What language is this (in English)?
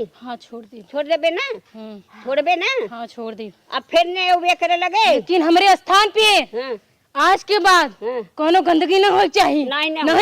Awadhi